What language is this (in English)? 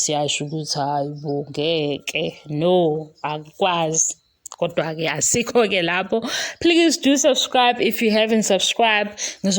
Zulu